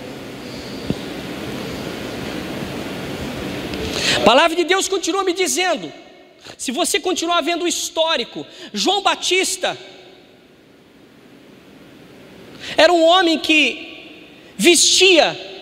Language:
Portuguese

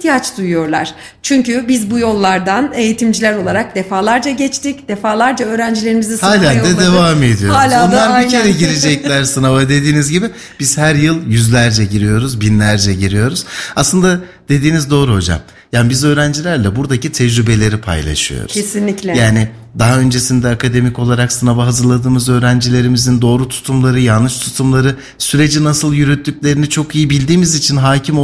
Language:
Turkish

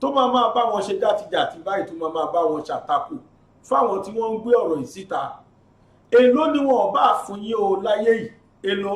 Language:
Yoruba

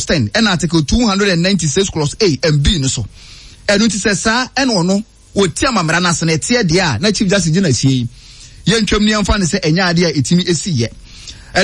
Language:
Akan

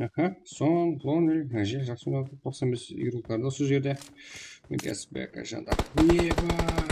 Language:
Kara-Kalpak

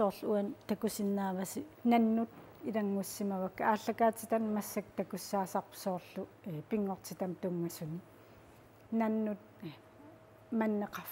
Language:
Kalaallisut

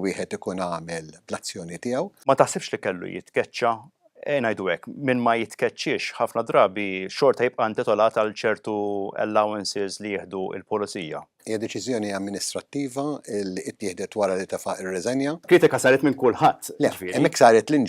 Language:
Maltese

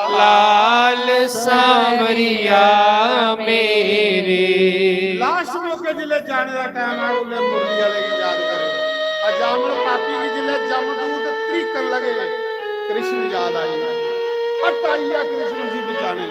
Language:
Dogri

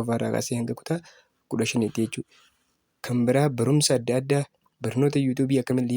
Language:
Oromo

